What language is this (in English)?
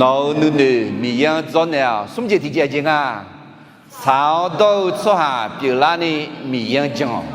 Akha